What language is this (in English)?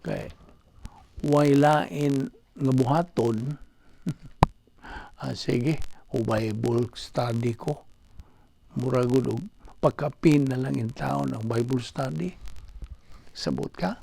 Cebuano